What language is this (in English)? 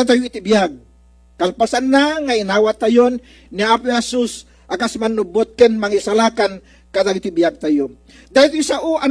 Iloko